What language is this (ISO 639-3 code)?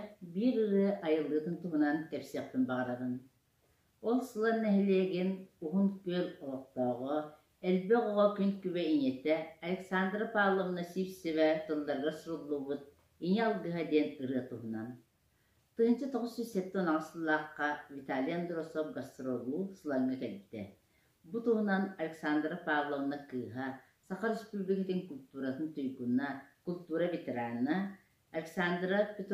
sah